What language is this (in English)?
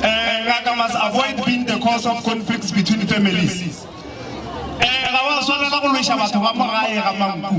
Northern Sotho